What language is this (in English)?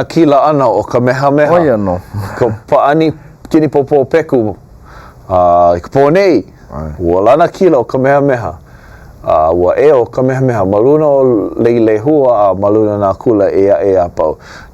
Hawaiian